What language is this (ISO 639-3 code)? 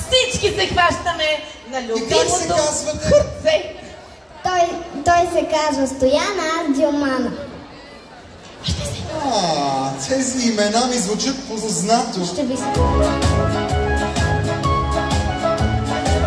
bul